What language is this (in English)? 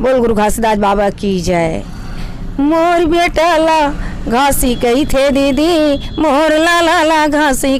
Chhattisgarhi